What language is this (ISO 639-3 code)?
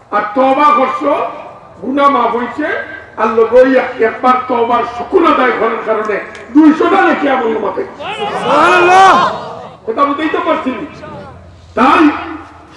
syl